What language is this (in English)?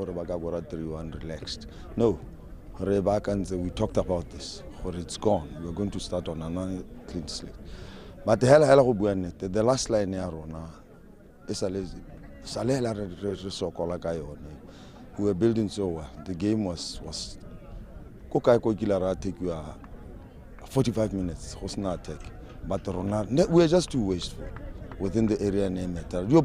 Tswana